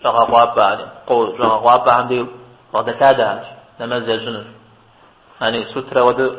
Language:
Kabardian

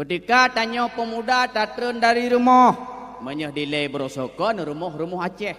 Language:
Achinese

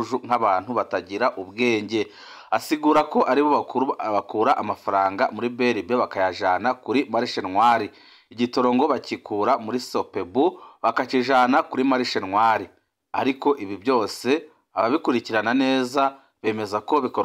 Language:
Rundi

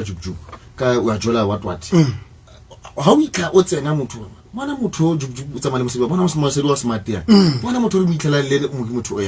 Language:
Southern Sotho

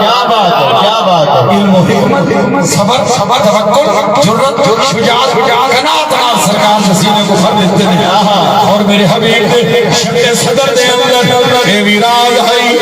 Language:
Saraiki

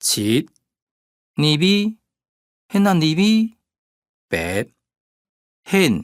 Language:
Hakka Chinese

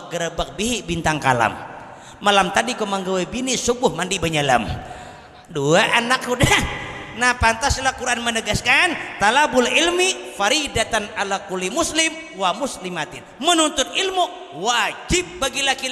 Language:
Banjar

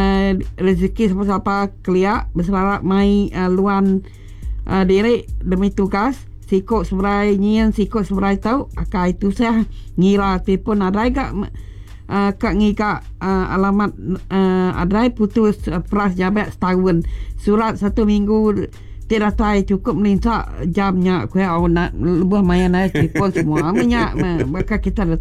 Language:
Iban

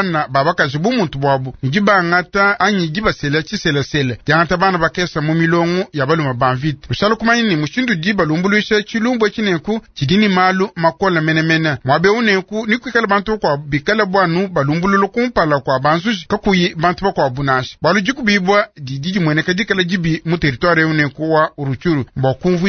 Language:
Luba-Lulua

